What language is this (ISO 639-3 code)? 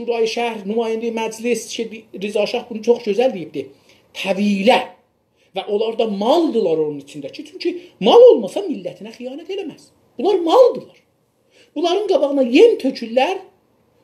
azb